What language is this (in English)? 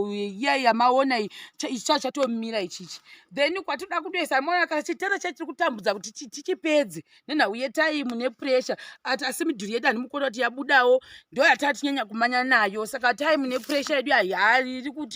Shona